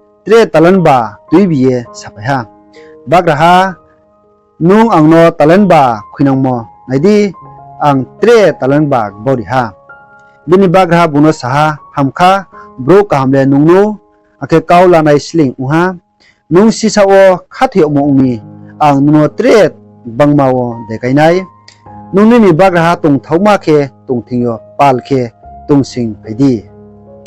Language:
Riang (India)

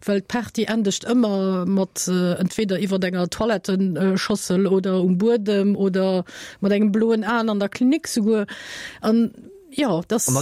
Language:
Luxembourgish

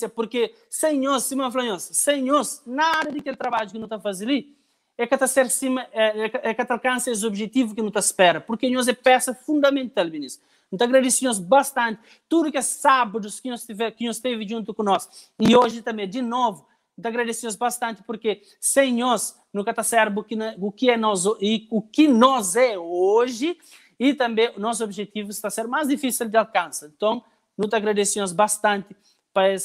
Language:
Kabuverdianu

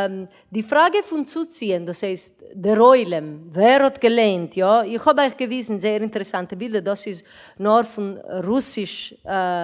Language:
Yiddish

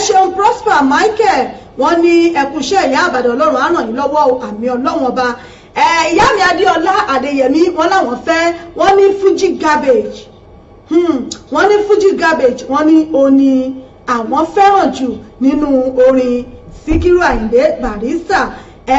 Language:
Yoruba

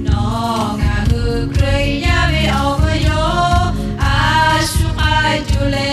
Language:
Lahu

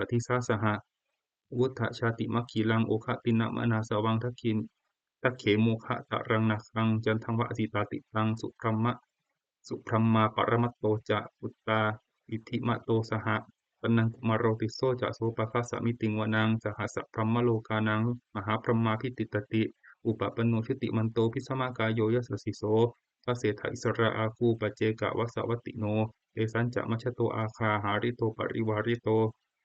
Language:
Pali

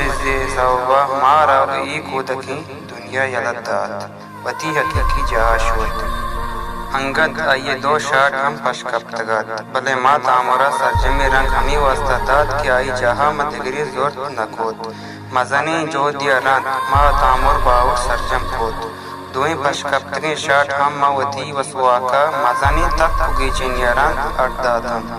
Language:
Baluchi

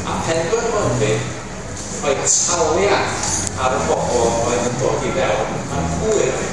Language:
Welsh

